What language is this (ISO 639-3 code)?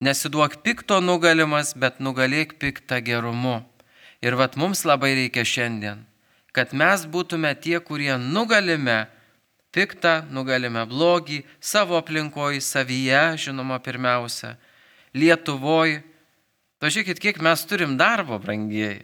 lit